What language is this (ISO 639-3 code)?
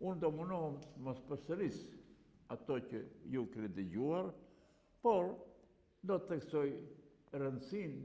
sqi